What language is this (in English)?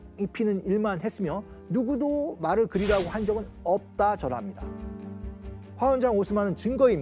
Korean